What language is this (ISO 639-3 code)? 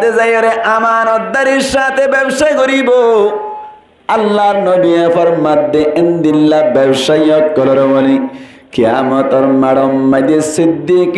rhg